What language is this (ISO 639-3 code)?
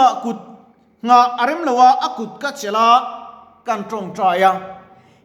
lus